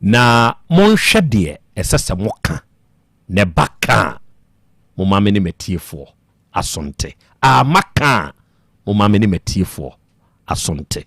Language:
Akan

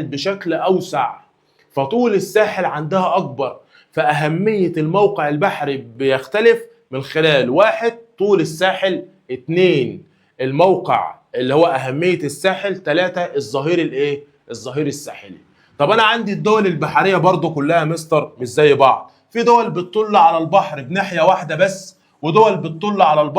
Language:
Egyptian Arabic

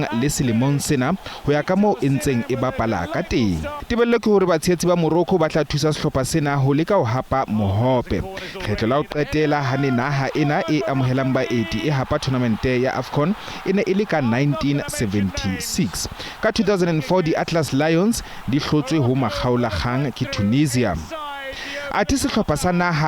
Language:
Southern Sotho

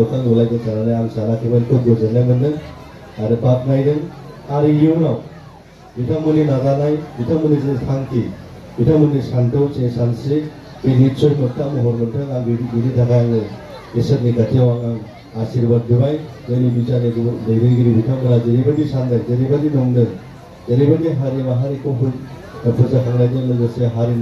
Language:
Bodo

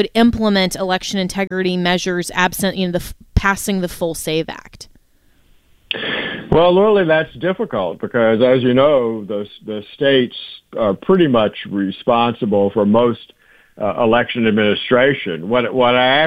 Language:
English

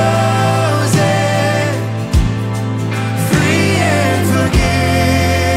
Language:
Afrikaans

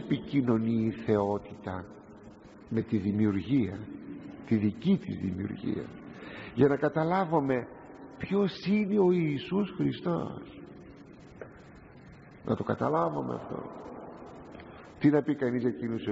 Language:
Greek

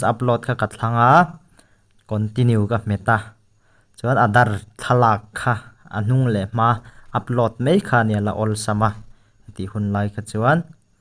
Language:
Mizo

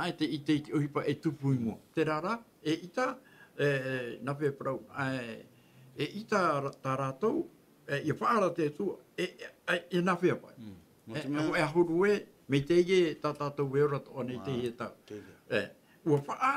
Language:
Tahitian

